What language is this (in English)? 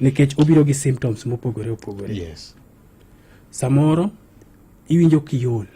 Luo (Kenya and Tanzania)